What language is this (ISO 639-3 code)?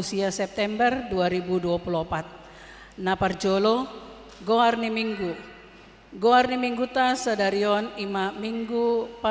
bbc